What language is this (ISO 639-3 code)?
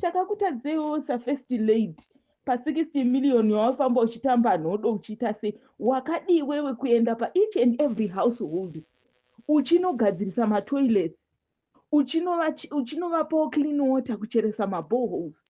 sna